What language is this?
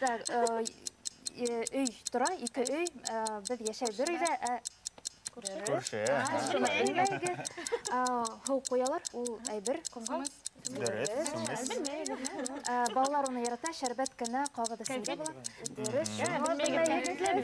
Bashkir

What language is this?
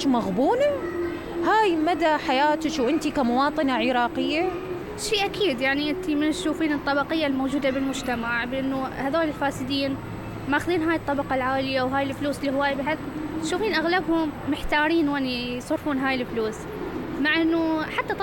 Mesopotamian Arabic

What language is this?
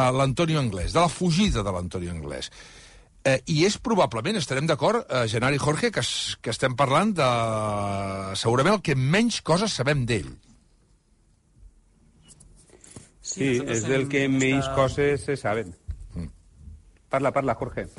Catalan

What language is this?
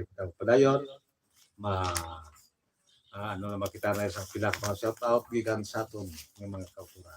Hiligaynon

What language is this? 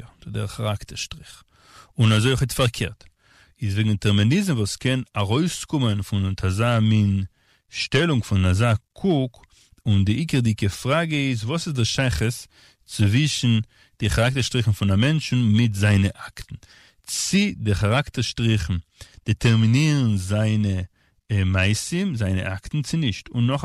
Yiddish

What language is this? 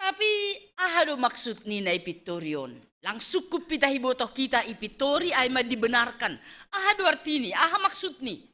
Batak Simalungun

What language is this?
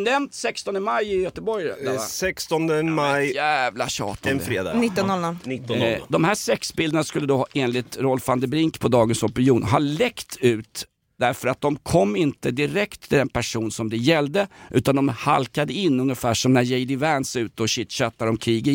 Swedish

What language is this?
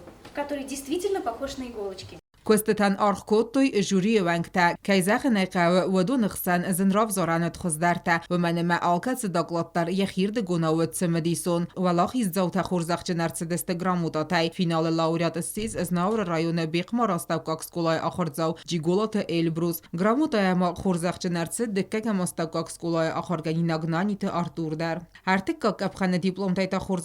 Ossetic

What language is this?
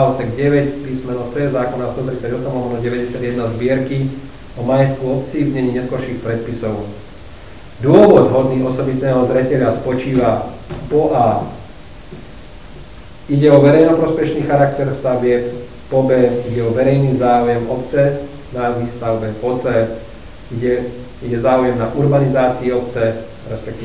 Slovak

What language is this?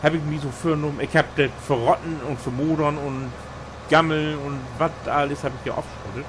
Low German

